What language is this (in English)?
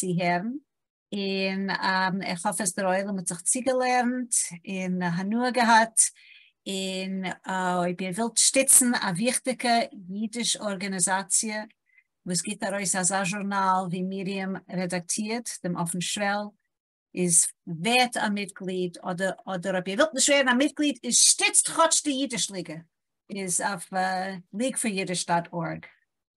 Yiddish